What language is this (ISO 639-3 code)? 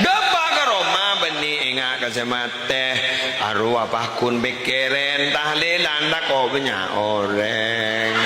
mad